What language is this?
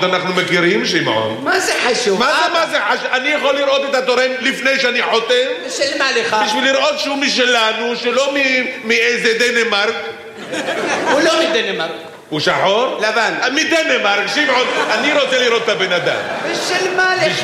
Hebrew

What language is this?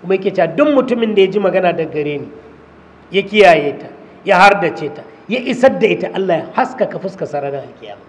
Hausa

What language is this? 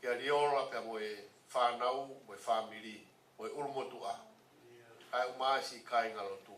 Tongan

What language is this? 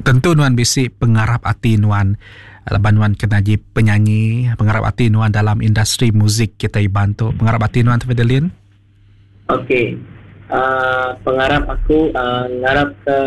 Iban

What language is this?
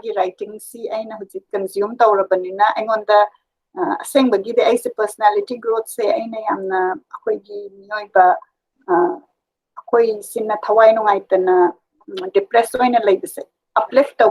Manipuri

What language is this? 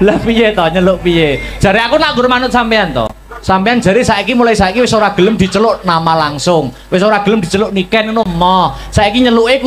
Javanese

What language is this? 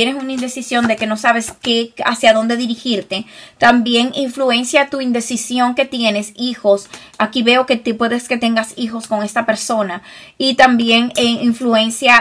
Spanish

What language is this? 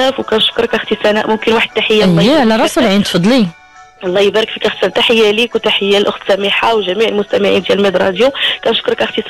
Moroccan Arabic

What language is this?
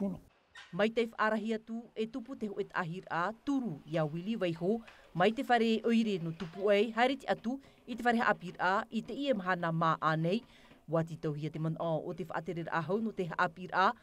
Tahitian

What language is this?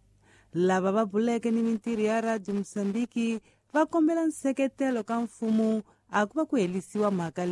Tsonga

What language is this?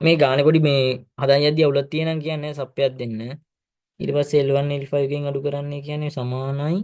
Sinhala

